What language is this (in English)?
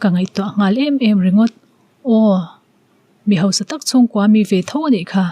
Mizo